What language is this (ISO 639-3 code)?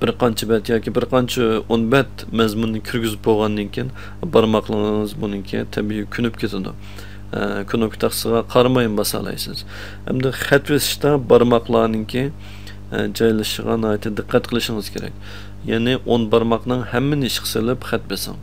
uig